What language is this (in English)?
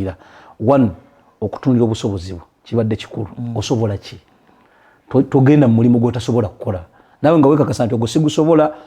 Ganda